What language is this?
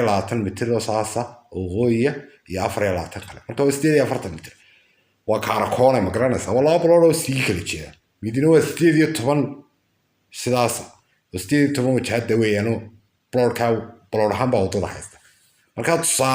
Somali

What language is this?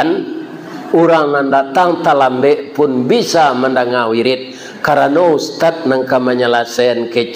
Minangkabau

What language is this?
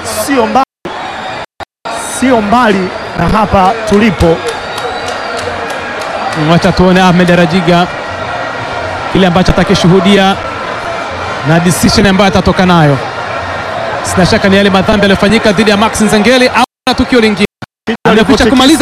Swahili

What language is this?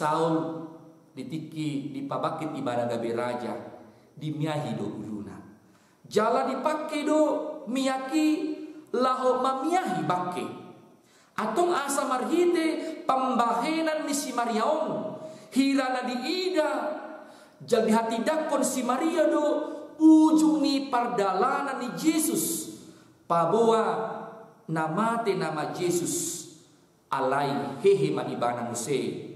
Batak Toba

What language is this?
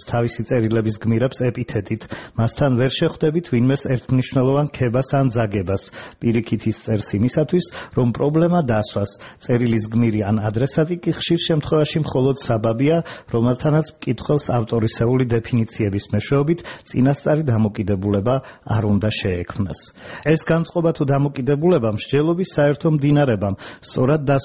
Georgian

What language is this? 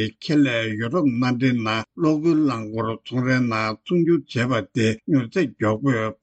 Tibetan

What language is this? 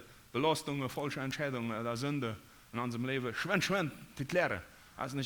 Plautdietsch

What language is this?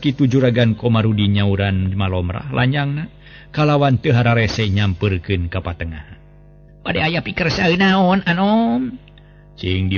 Sundanese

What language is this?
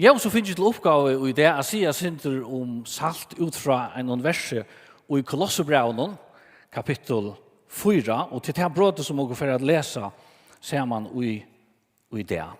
Faroese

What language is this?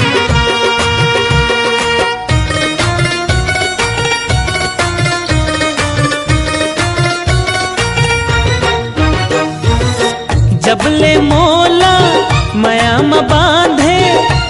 Chhattisgarhi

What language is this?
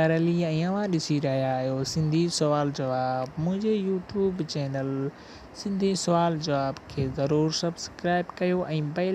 Sindhi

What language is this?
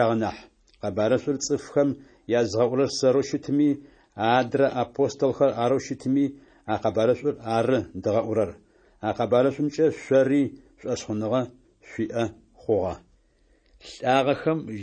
Adyghe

